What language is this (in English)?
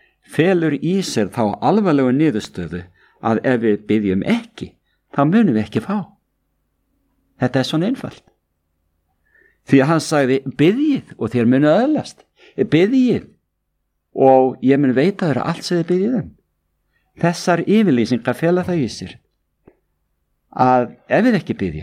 Icelandic